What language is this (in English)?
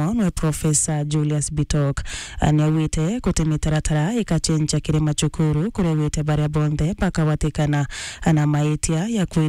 Meru